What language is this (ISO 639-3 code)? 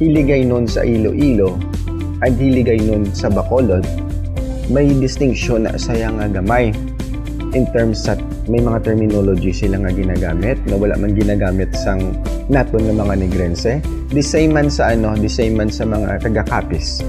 hil